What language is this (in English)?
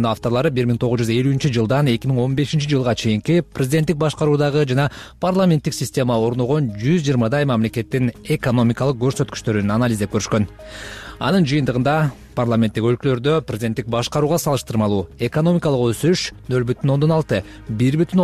Kyrgyz